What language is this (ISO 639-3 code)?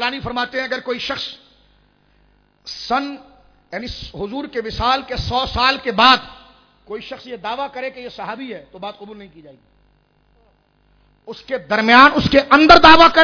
urd